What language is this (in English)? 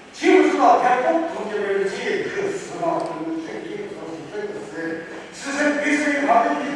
Chokri Naga